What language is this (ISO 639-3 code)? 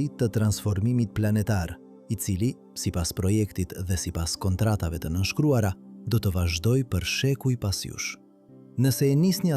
sqi